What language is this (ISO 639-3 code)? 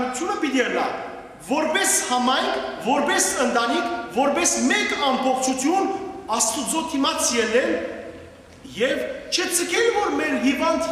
hyw